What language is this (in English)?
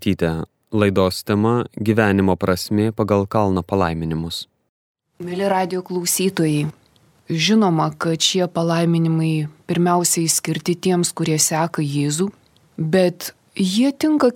Lithuanian